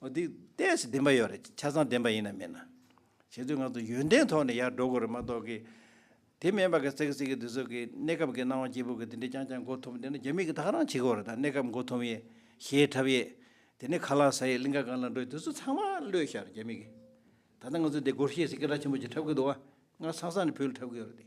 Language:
Tibetan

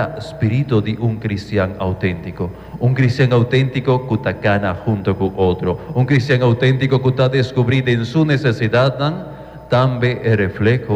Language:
Papiamento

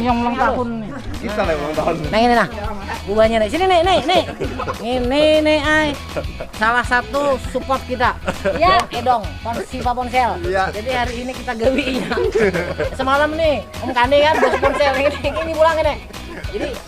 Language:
Banjar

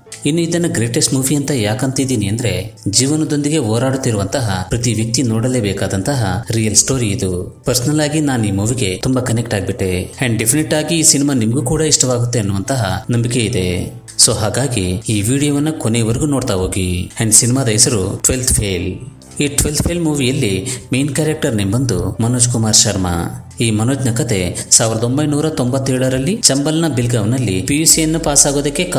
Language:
Kannada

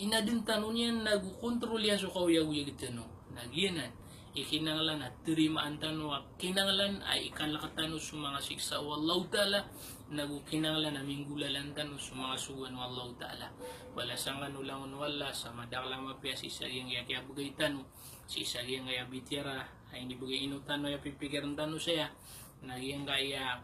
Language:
Maranao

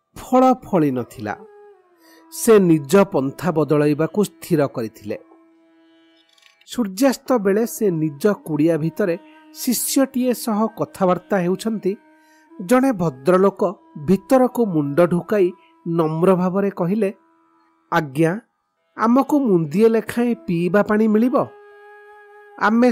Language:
Odia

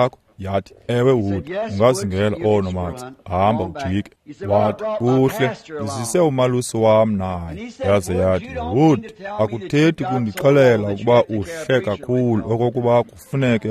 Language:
Xhosa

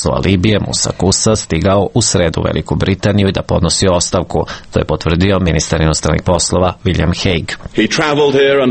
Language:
Serbian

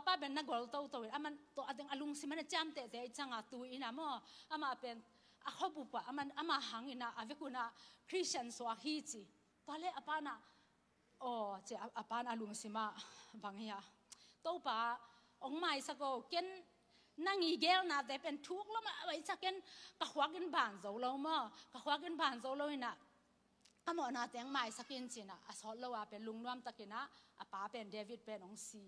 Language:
Tedim Chin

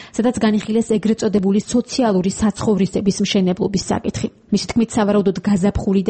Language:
Georgian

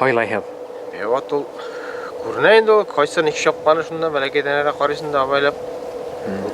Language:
Bashkir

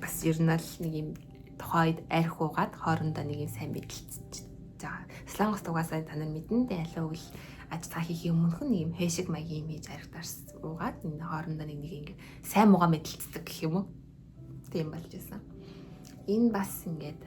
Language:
Mongolian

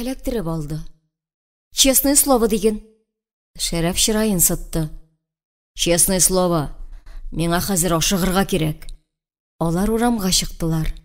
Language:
Tatar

